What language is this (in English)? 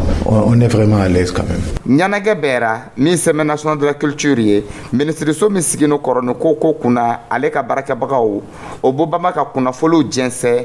Dyula